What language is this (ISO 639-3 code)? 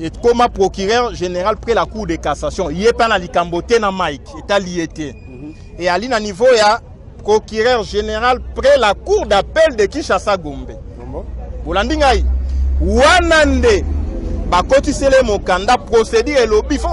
lin